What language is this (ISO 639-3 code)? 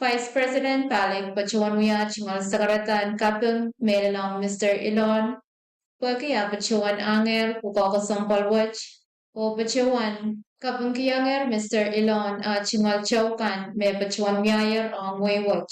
pon